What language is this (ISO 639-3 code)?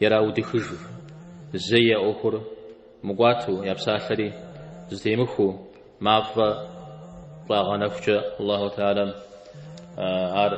kbd